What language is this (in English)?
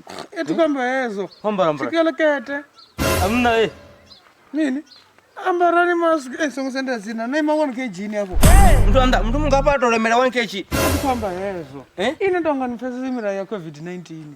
Venda